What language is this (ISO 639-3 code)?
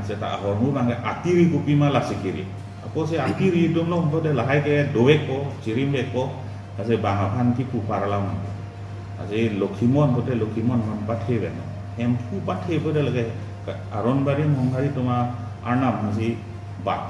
mjw